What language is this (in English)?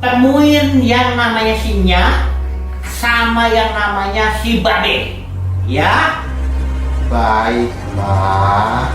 Betawi